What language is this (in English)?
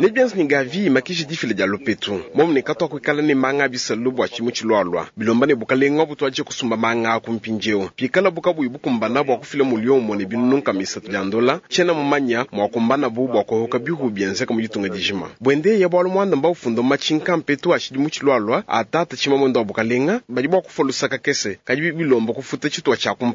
Luba-Lulua